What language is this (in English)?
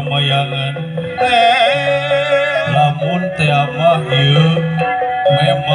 Sundanese